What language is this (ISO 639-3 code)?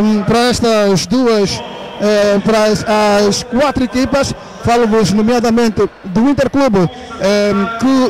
por